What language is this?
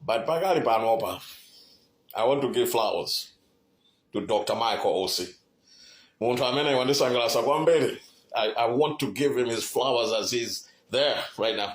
Nyanja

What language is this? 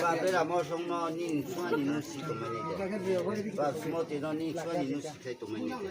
Riang (India)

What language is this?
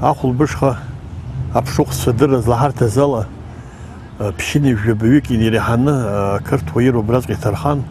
Abkhazian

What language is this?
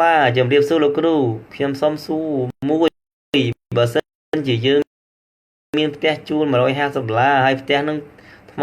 Khmer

